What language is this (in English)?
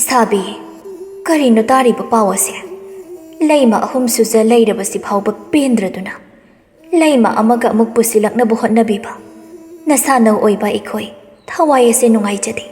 Manipuri